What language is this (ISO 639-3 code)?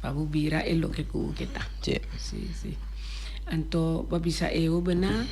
pap